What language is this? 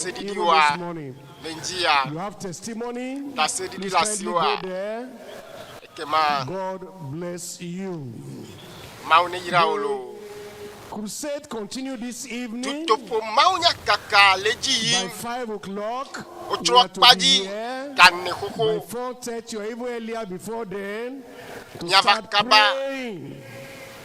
Ewe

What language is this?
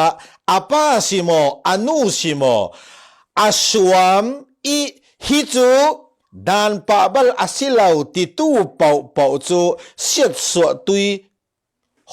Falam Chin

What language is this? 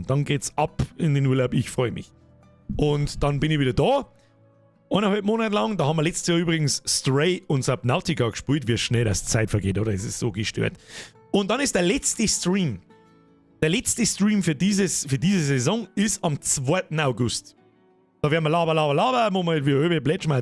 Bavarian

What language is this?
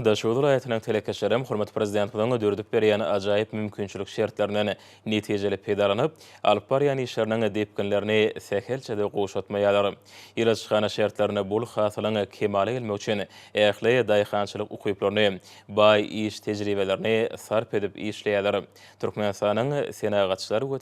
Turkmen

